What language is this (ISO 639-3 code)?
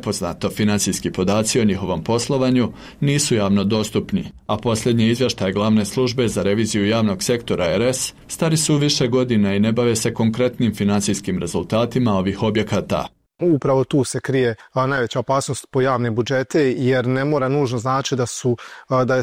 bos